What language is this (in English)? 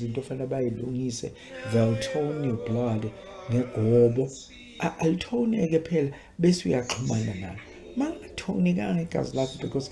Zulu